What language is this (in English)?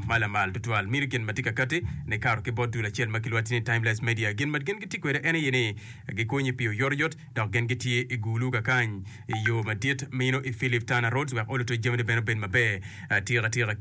Acoli